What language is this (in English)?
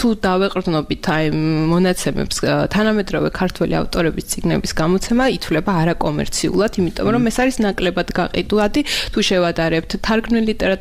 Georgian